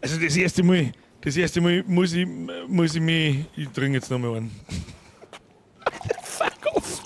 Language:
Bavarian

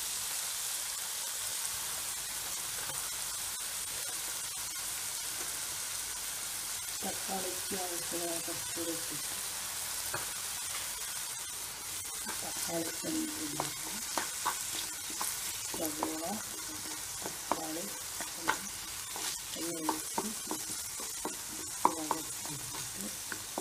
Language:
Malayalam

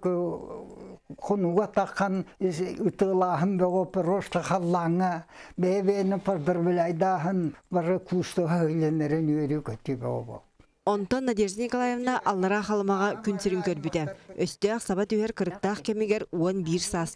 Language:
Yakut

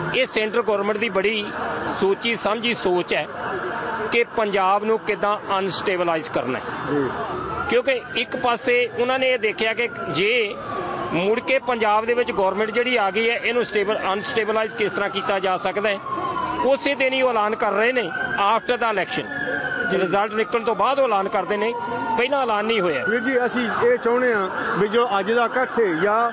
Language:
Punjabi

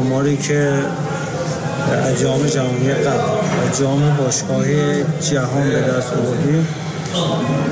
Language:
Persian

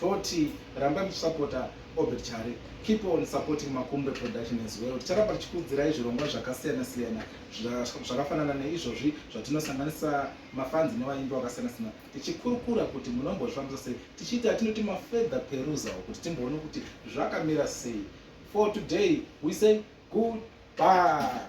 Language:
Shona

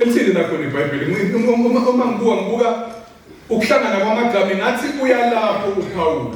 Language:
Zulu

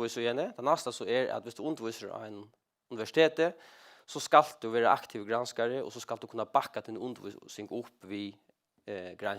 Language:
Faroese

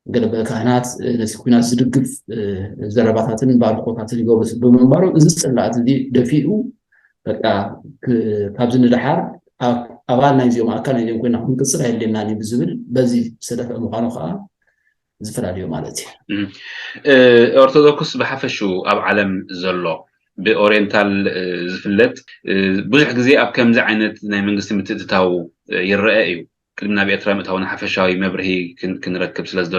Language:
Tigrinya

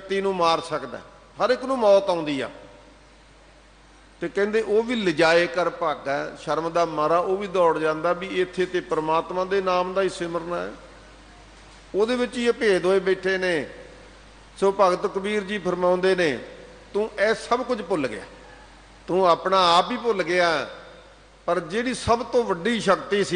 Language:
Punjabi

